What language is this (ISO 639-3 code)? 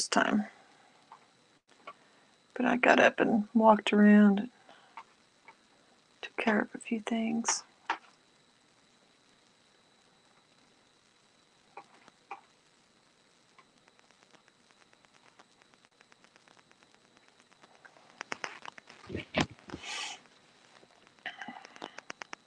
eng